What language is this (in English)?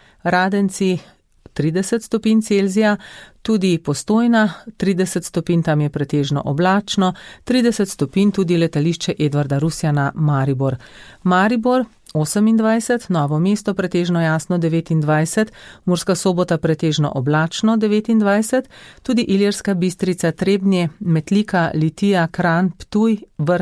Slovenian